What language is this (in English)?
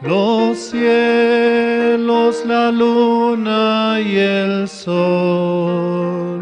Aymara